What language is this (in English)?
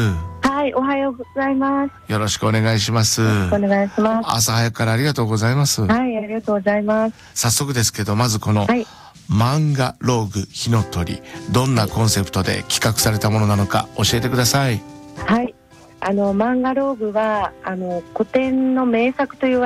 Japanese